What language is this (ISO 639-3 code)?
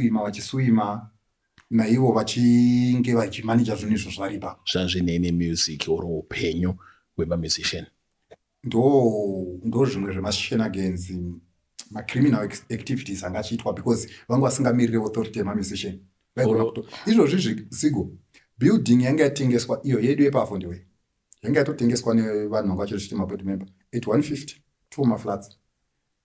sna